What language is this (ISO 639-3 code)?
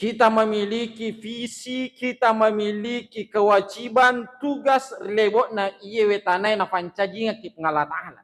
bug